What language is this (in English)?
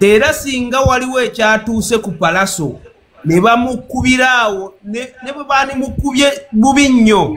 Ganda